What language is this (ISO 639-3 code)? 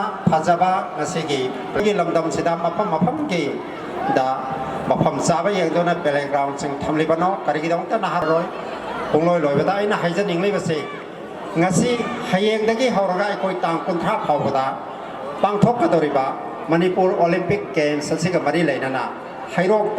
mni